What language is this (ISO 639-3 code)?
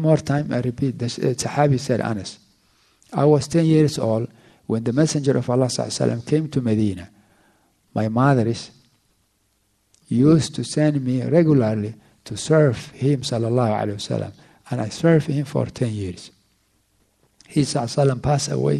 eng